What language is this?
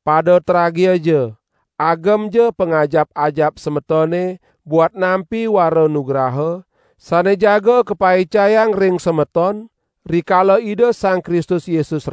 Balinese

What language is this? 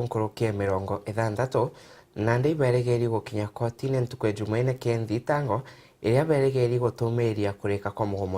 Meru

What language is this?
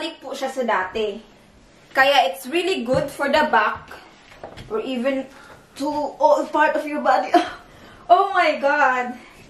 Filipino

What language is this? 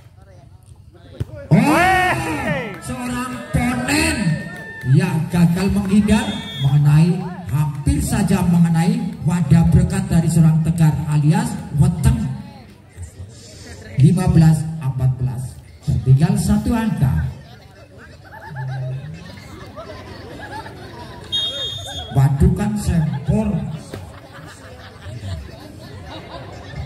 Indonesian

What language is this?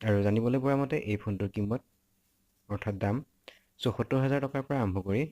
Assamese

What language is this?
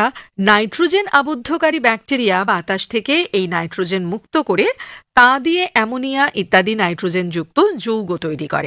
Bangla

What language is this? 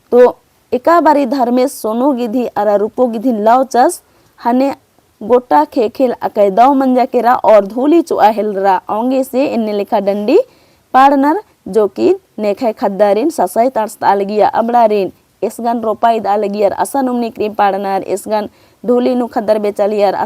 Kurukh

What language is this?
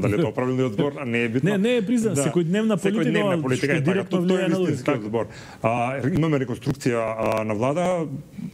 Macedonian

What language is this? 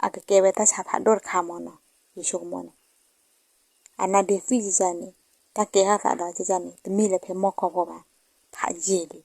S'gaw Karen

